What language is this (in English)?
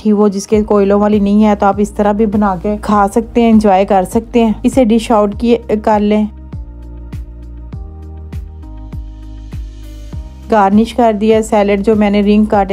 Hindi